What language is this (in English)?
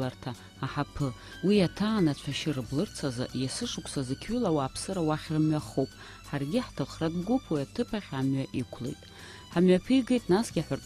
Abkhazian